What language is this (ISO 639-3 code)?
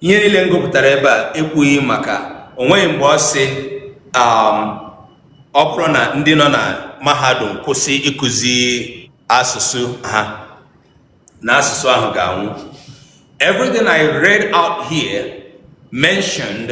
ibo